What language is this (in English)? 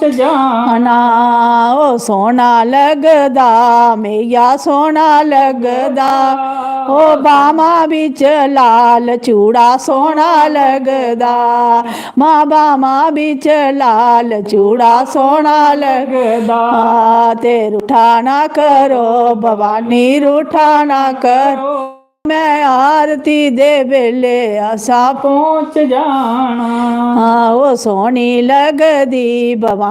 Dogri